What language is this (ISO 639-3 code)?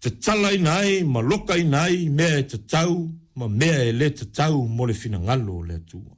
smo